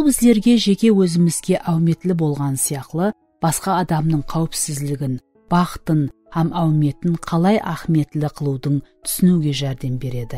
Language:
Kara-Kalpak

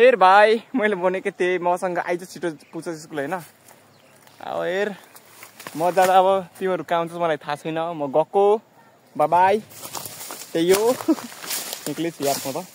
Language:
Nepali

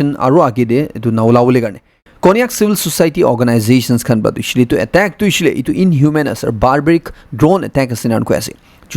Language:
Naga Pidgin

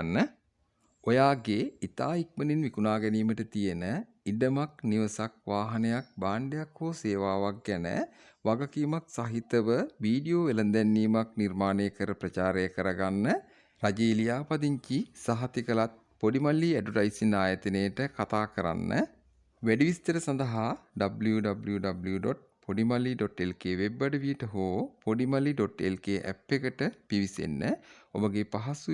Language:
Sinhala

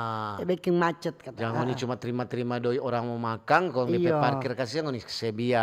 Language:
Manado Malay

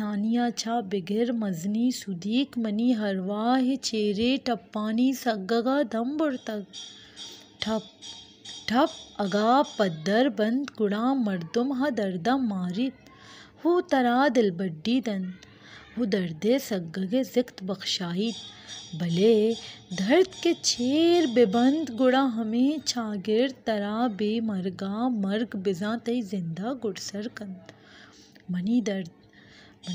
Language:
Baluchi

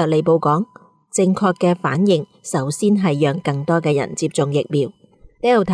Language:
Cantonese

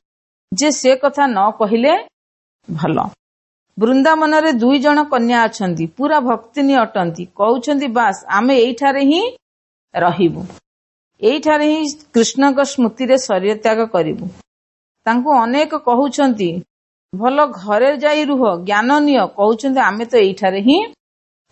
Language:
Odia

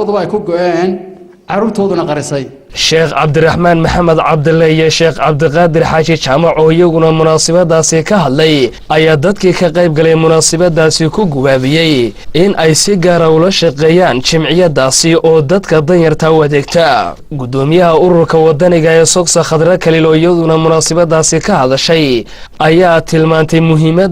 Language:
Somali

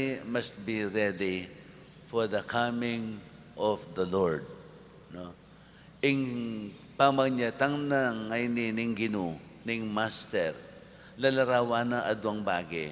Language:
Pampanga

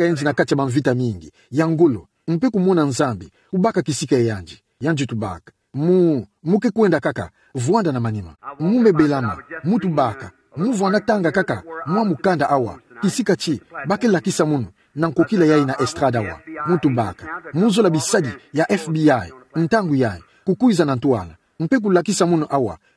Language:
Kituba (Democratic Republic of Congo)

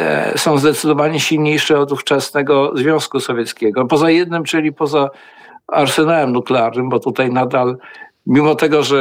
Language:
Polish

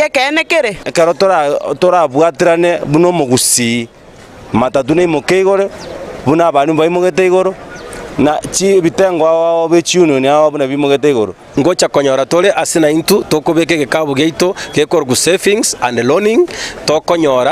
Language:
Gusii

